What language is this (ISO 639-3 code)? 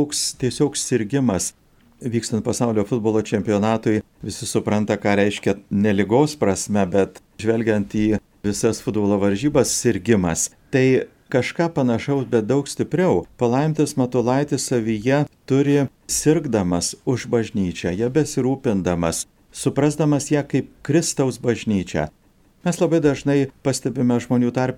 lit